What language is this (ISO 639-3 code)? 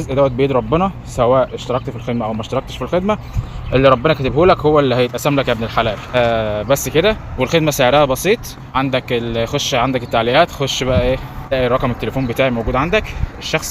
arz